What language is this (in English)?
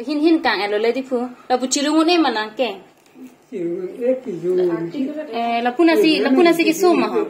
Karbi